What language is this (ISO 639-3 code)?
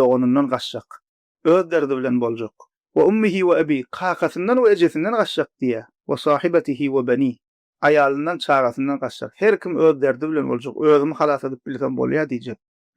tuk